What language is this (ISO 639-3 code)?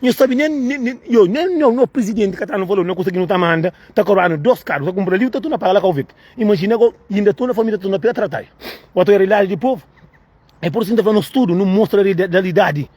kea